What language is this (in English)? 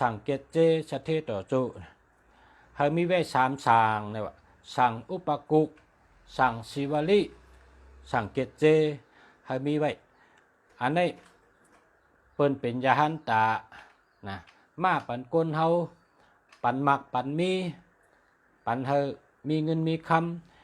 Shan